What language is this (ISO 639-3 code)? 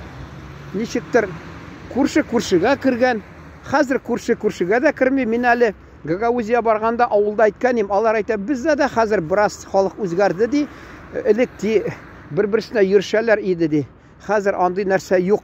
tat